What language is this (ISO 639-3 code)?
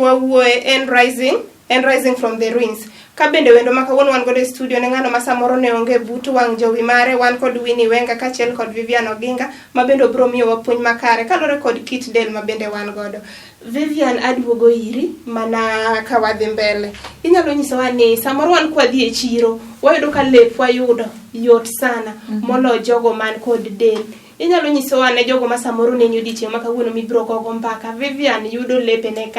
luo